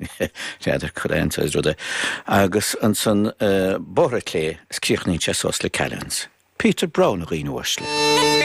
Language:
Irish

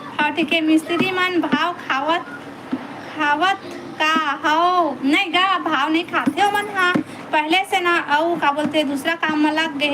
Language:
Chhattisgarhi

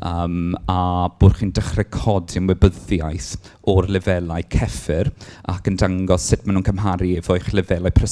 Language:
Welsh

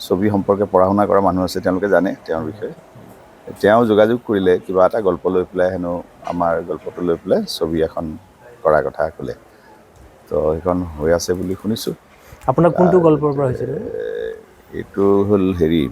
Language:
Assamese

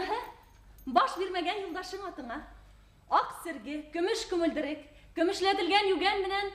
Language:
Bashkir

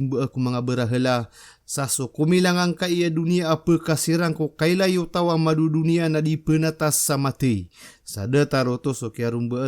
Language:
Maranao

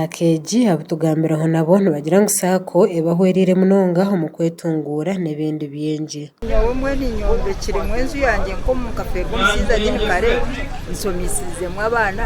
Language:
Nyankole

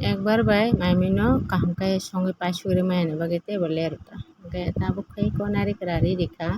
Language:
Kok Borok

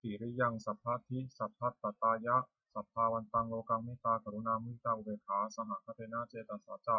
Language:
Pali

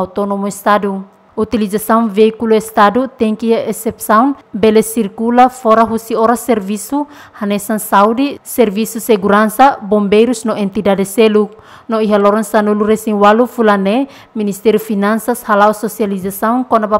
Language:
Tetum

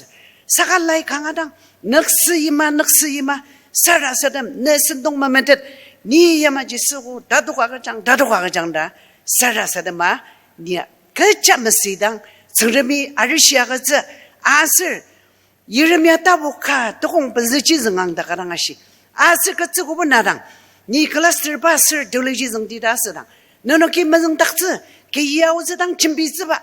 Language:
Ao Naga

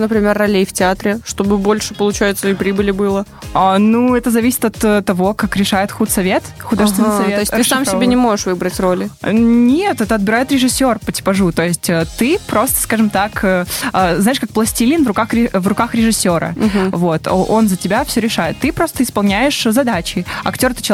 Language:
Russian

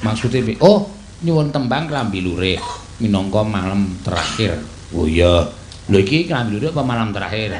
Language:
Javanese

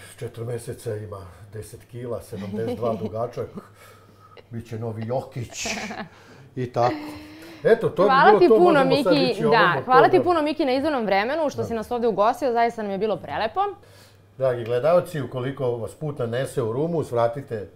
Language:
Serbian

